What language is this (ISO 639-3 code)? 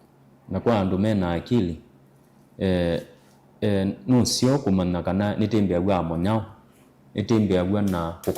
kam